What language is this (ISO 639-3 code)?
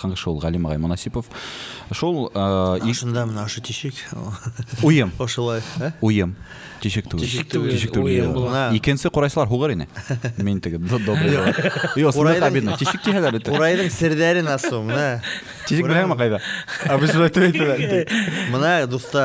bak